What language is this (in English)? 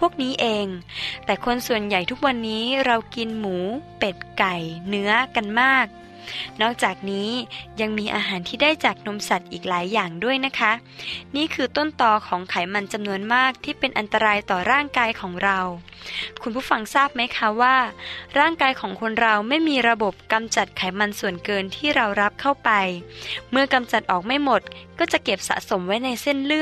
Thai